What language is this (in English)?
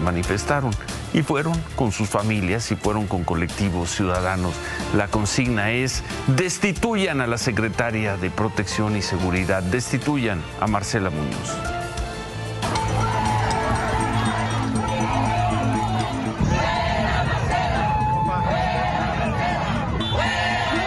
Spanish